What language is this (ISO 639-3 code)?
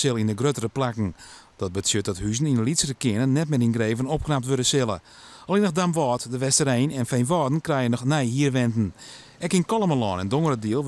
fry